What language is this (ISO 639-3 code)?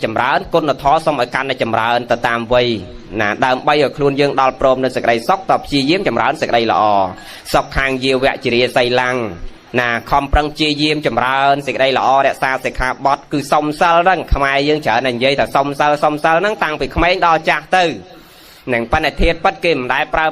khm